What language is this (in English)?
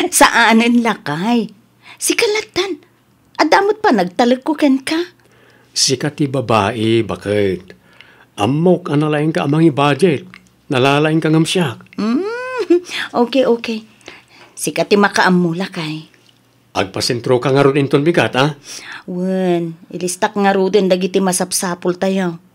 Iloko